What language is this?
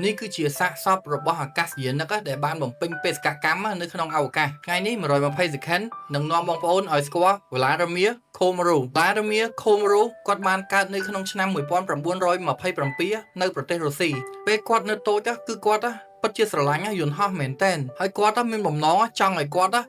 Khmer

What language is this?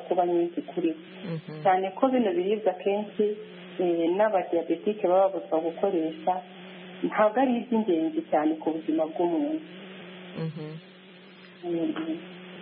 Kinyarwanda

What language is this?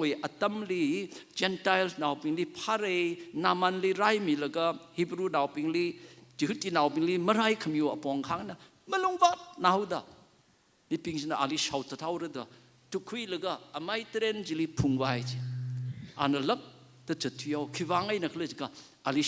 Tangkhul Naga (India)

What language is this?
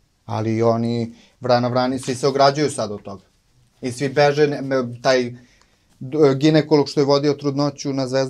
Serbian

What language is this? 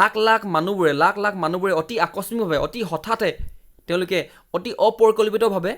Assamese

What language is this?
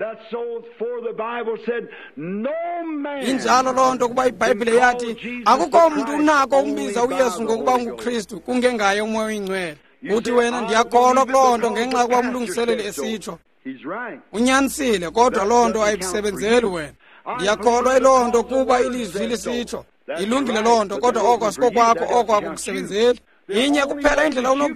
Xhosa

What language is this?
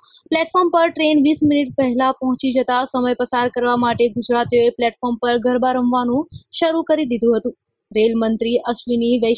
Gujarati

